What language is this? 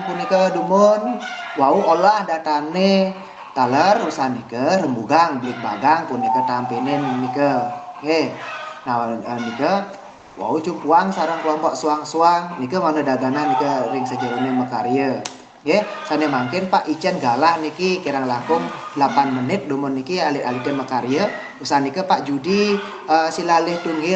Balinese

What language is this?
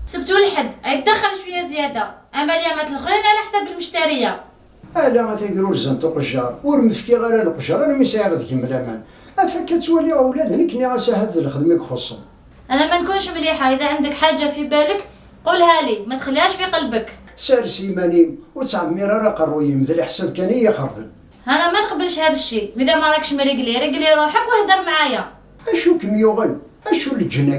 Kabyle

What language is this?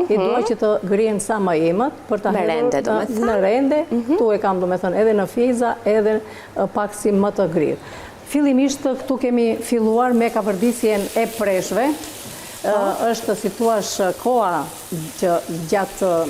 Albanian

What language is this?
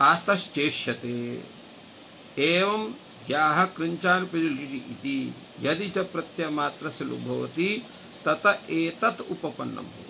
Sanskrit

